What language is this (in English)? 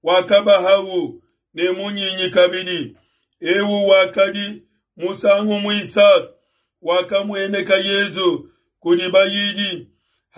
Luba-Lulua